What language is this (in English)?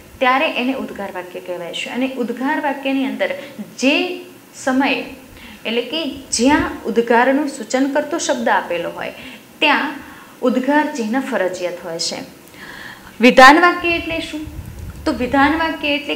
Gujarati